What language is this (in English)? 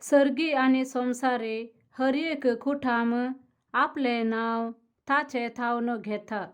Konkani